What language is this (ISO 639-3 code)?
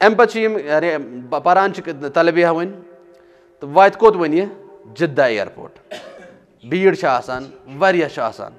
kas